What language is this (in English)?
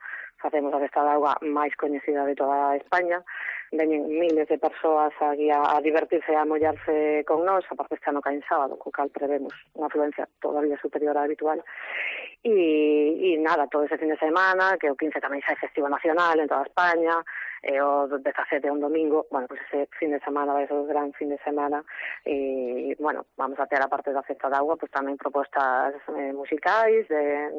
Galician